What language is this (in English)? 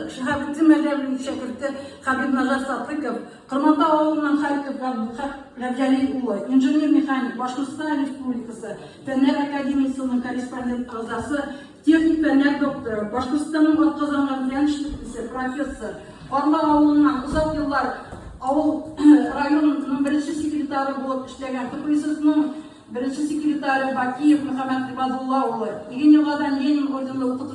Tatar